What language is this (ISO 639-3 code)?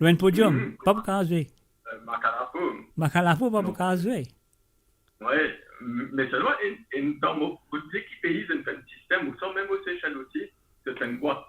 mfe